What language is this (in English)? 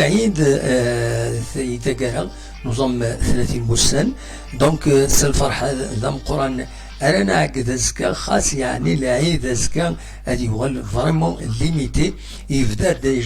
Kabyle